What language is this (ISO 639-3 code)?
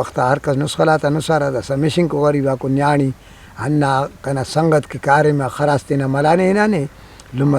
brh